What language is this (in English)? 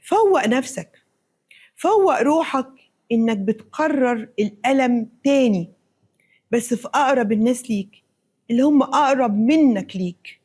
Egyptian Arabic